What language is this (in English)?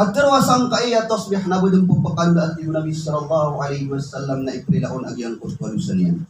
Maranao